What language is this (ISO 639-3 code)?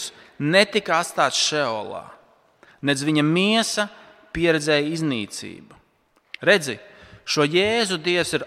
lav